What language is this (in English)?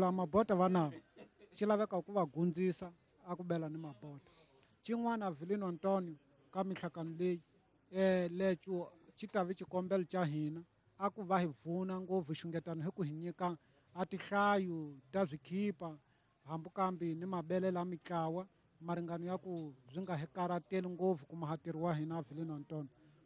Tsonga